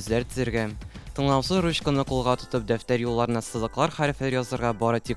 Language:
Tatar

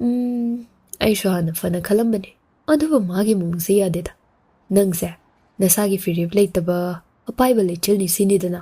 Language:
Manipuri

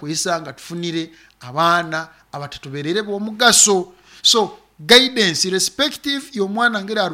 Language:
Nyoro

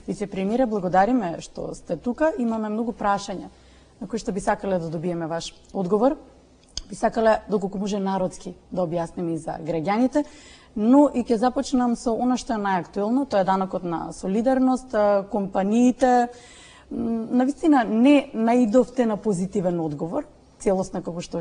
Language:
Macedonian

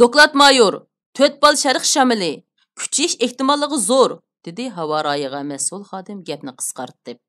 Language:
Uyghur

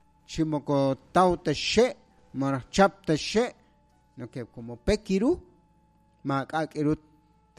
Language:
Kekchí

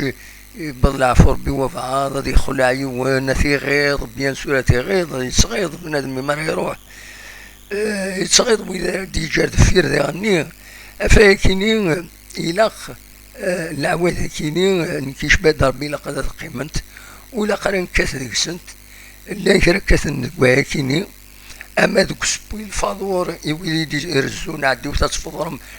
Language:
Kabyle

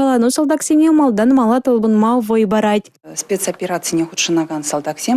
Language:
Chuvash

